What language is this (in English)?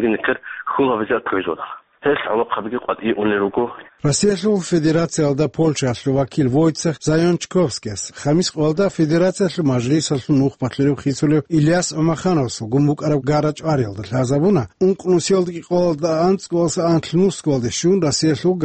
Avaric